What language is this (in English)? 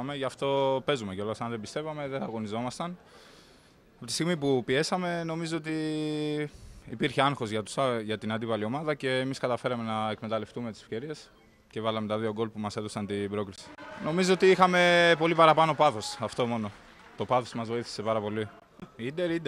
Greek